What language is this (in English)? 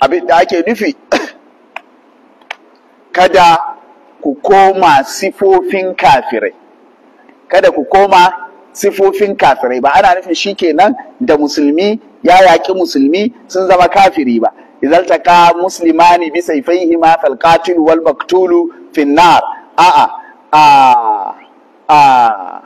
Hausa